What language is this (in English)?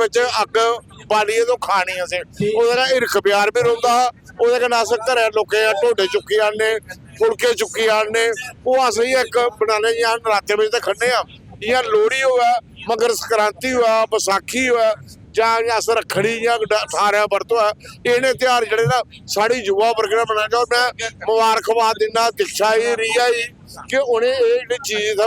Dogri